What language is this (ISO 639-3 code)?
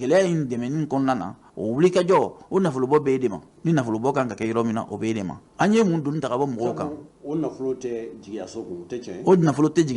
bam